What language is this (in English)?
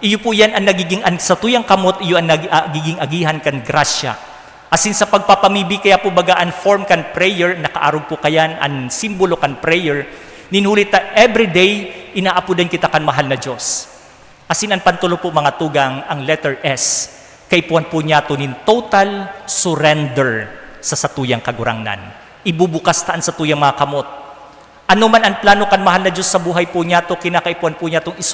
Bikol